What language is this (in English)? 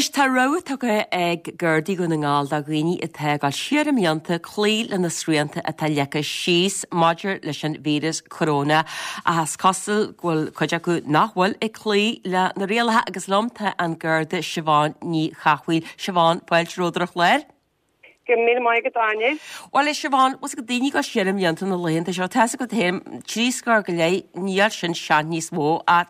Irish